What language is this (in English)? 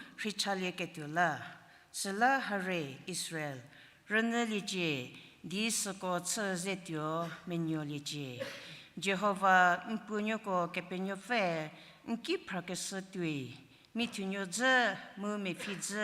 Angami Naga